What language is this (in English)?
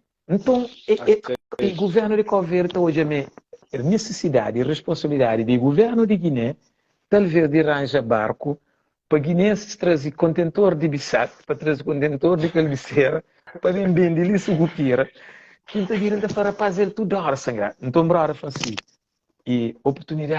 Kabuverdianu